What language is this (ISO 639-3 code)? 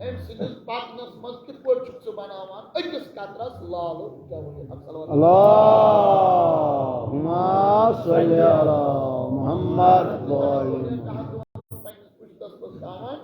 kas